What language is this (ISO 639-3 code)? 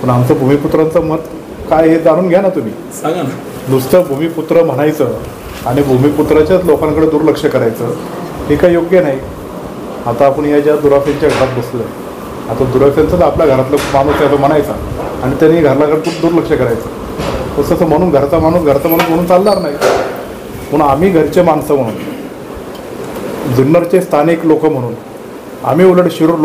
mar